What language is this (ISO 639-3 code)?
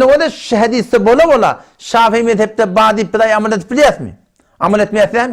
tuk